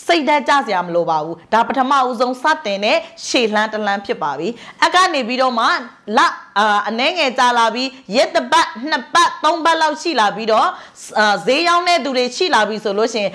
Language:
Burmese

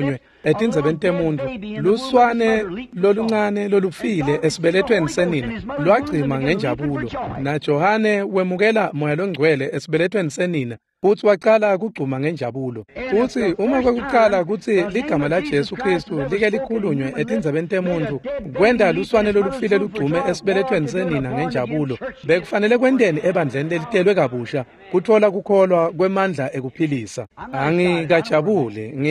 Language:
Swati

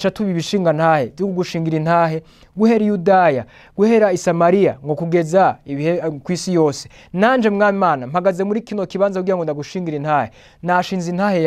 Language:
Rundi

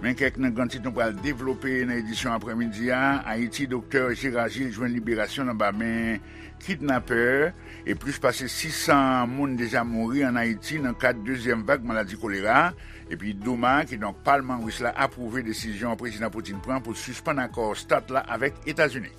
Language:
Haitian Creole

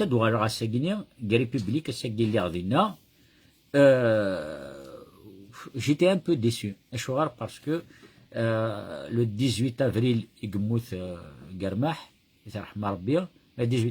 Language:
Kabyle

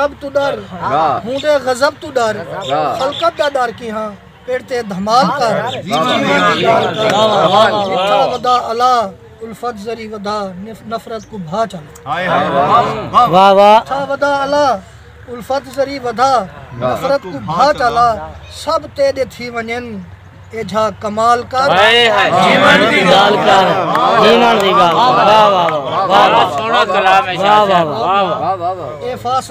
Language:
Saraiki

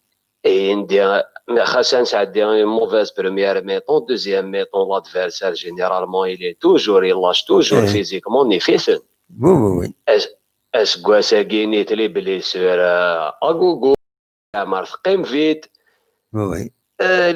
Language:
Kabyle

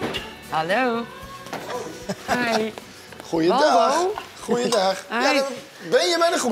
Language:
Dutch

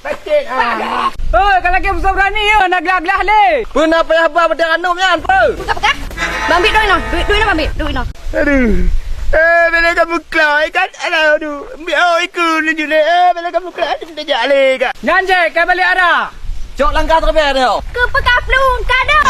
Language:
Achinese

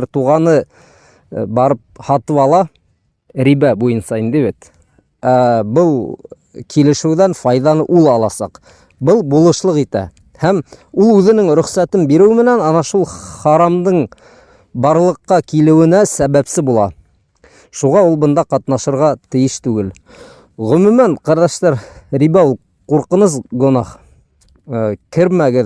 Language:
Bashkir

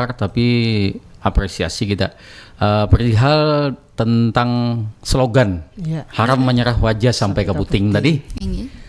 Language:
Banjar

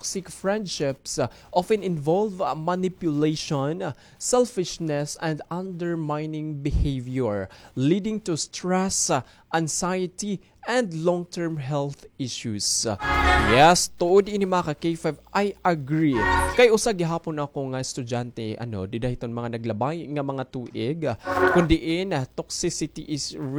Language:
Waray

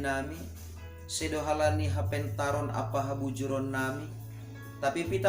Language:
Batak Simalungun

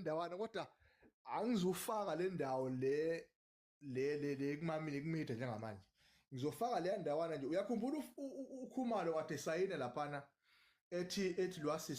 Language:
Zulu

